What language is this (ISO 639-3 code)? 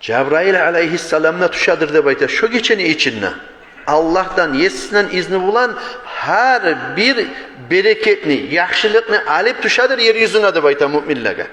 kum